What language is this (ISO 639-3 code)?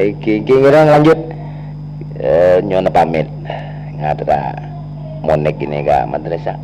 mad